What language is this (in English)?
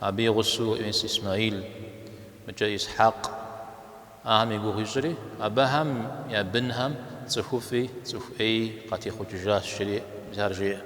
Kabardian